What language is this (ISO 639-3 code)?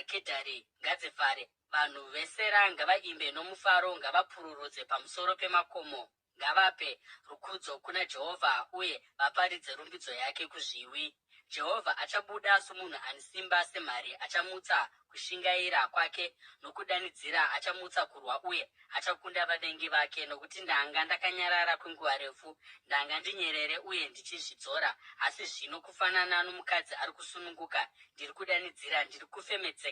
sna